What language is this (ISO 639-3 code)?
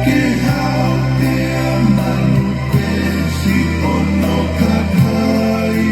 ton